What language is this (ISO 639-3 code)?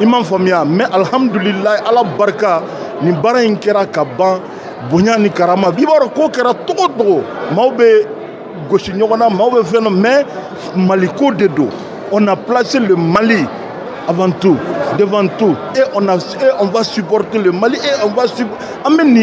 bam